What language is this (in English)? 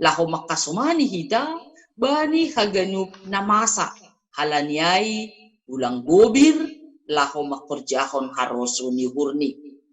Batak Simalungun